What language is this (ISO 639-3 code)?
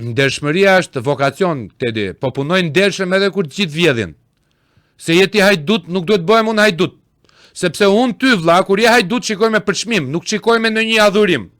sqi